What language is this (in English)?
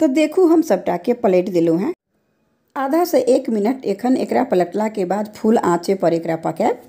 Maithili